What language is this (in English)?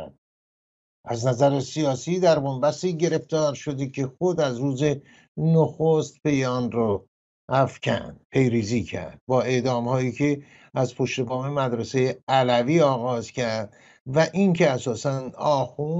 Persian